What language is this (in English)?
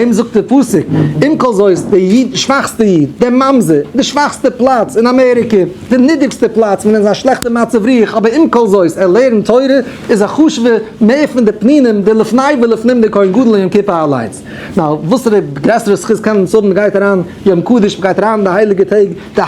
Yiddish